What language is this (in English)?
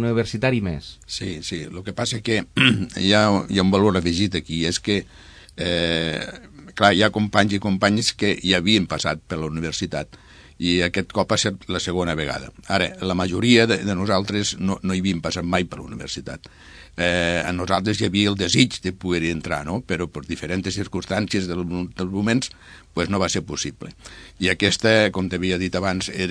Catalan